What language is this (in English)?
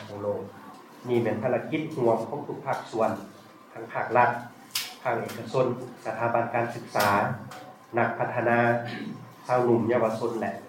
Lao